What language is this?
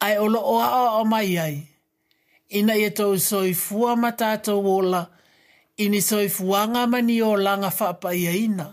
Samoan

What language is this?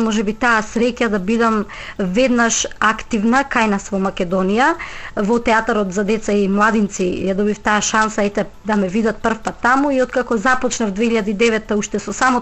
Macedonian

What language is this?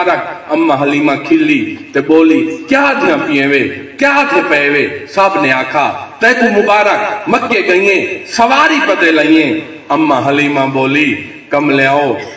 Saraiki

